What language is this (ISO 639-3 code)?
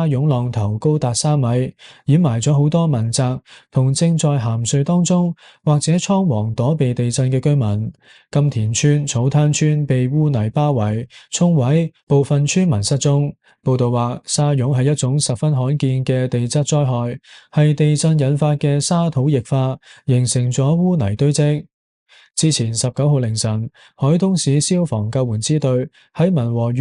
yue